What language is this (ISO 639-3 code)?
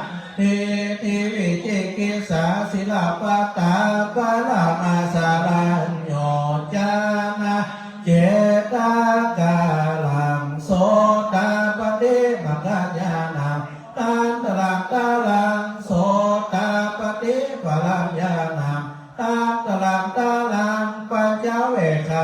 pli